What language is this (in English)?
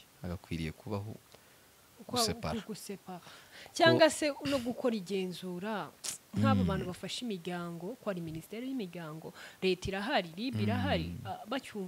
Kinyarwanda